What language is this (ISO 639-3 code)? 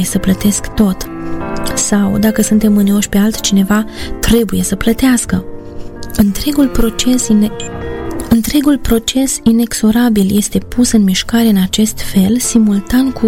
ron